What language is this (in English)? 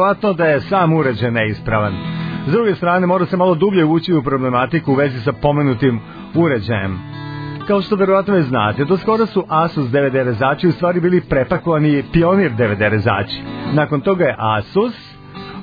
Serbian